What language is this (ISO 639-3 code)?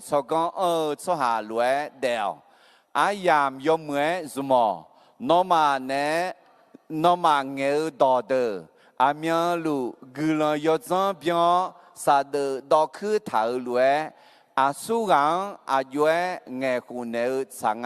ahk